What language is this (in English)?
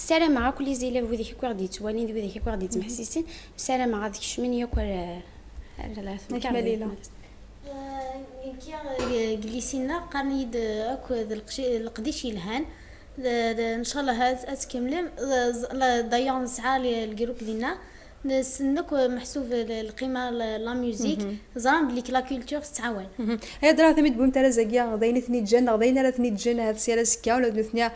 Kabyle